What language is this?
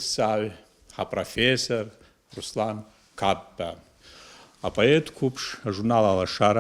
Abkhazian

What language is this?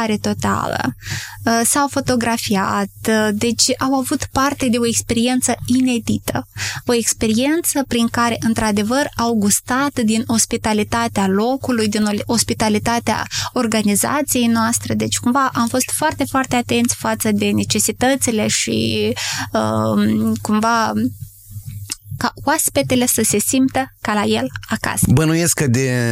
Romanian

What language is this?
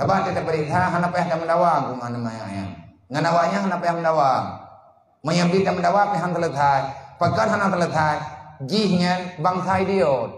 Achinese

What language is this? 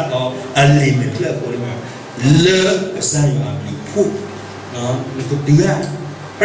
S'gaw Karen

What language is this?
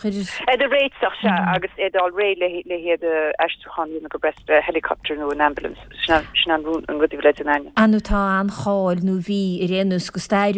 Irish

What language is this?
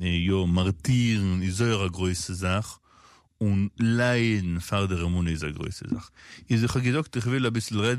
Yiddish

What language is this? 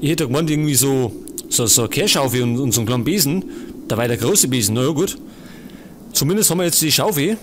Bavarian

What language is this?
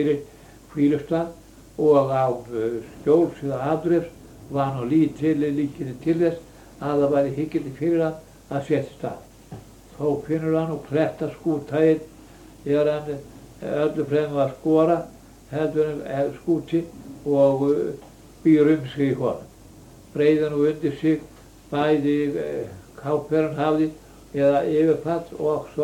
Icelandic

